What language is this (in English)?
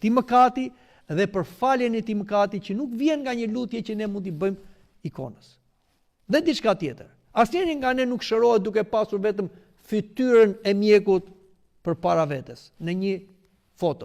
Albanian